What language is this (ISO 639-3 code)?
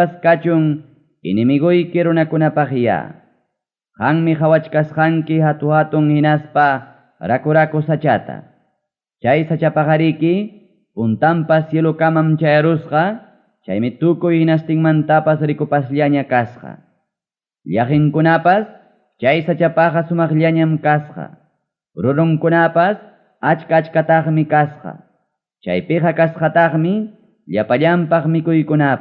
quy